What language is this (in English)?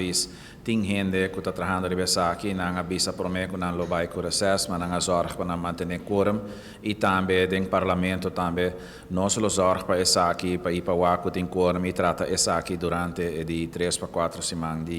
Papiamento